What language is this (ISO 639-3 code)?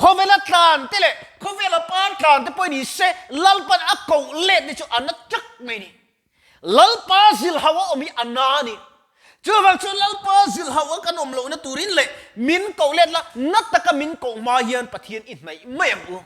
lus